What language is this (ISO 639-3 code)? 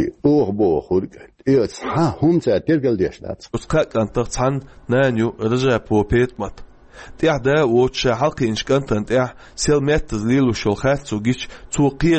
che